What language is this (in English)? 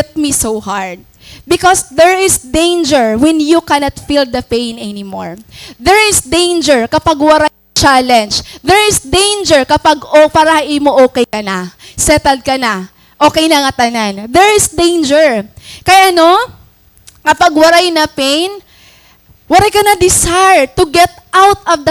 Waray